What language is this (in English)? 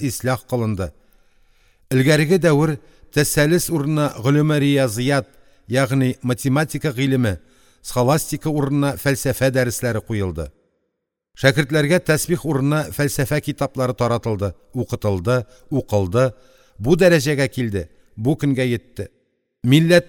Tatar